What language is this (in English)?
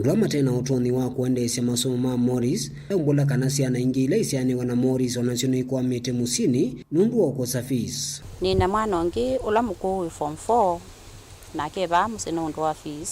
Kamba